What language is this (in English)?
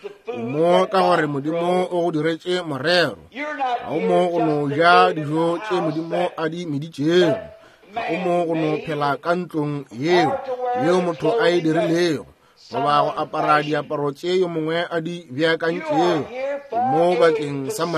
Northern Sotho